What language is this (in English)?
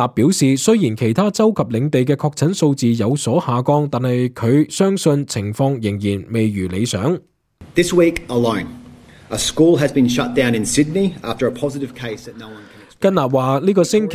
Cantonese